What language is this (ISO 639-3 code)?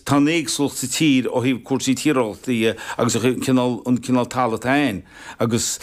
gle